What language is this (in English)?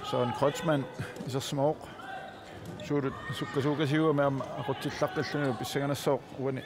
Kalaallisut